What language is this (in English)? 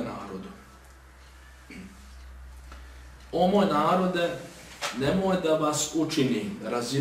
Bosnian